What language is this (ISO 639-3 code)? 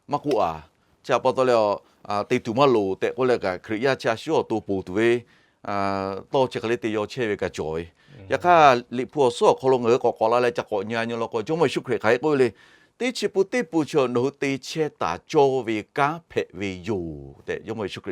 lhu